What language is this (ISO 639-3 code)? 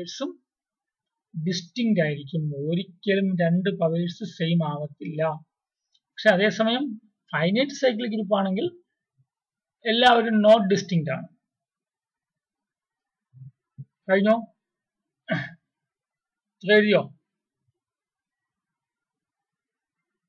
mal